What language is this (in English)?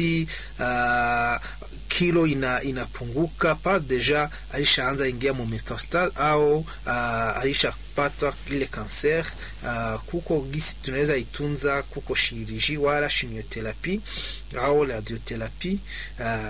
Swahili